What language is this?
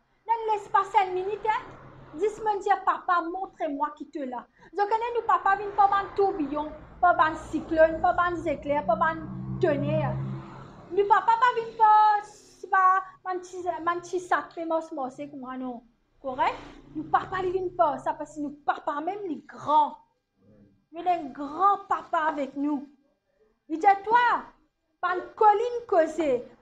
Morisyen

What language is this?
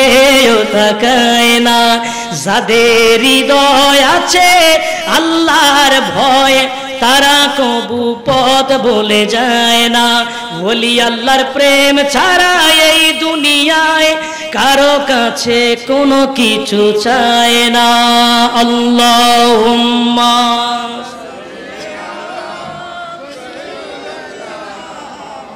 Bangla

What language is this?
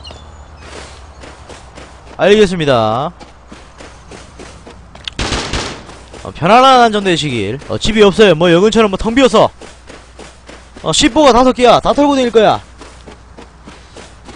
Korean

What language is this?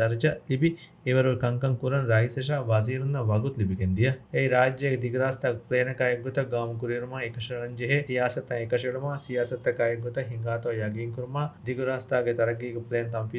Divehi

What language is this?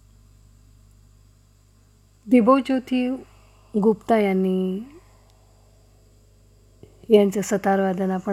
Marathi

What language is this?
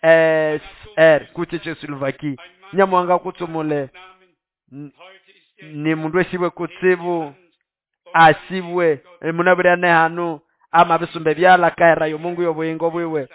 Nande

